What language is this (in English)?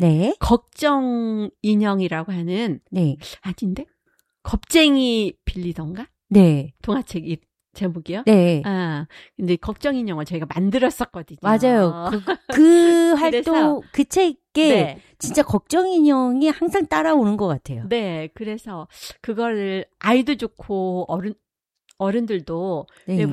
Korean